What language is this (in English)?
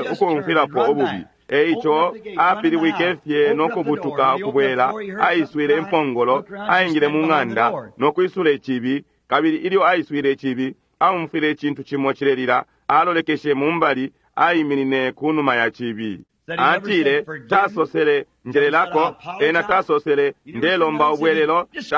Bemba